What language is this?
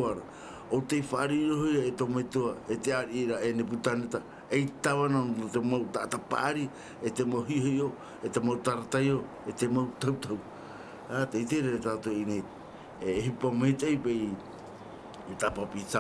Tahitian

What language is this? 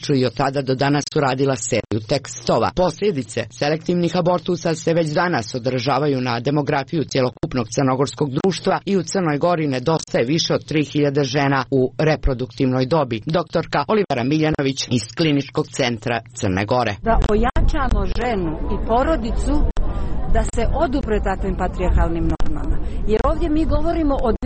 Serbian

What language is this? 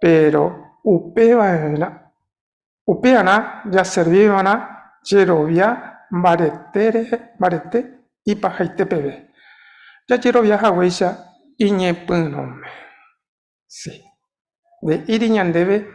Guarani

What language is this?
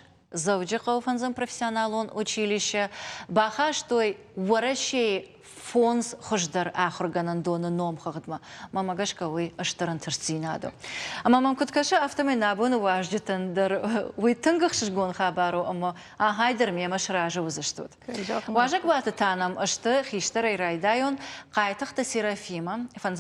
Ossetic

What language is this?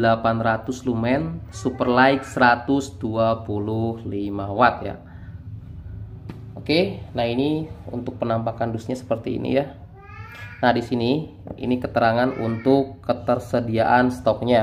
Indonesian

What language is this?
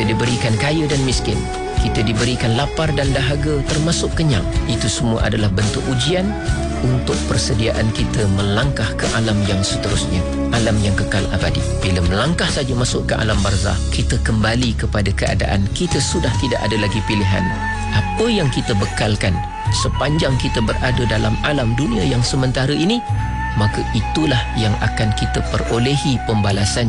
Malay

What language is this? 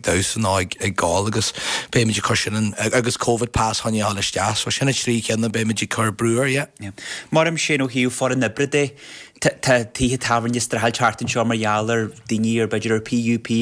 Irish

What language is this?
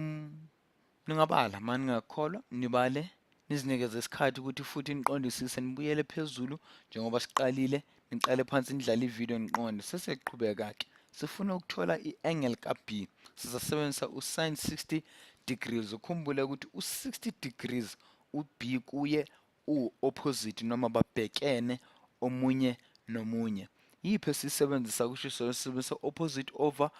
Zulu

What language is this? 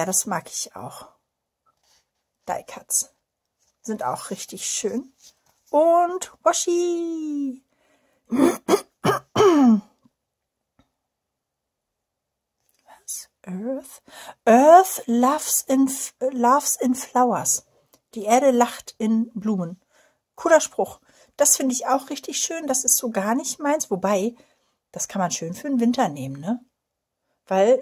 German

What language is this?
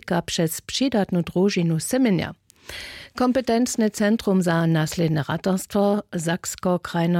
Upper Sorbian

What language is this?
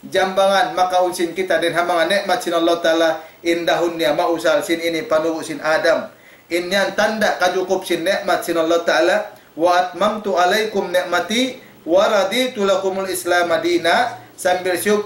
Tausug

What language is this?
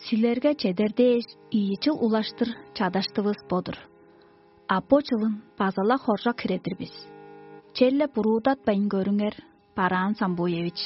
Tuvinian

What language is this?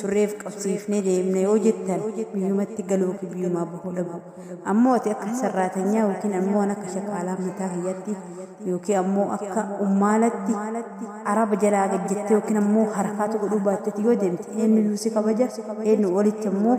Oromo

